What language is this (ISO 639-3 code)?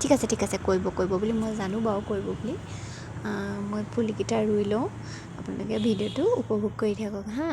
asm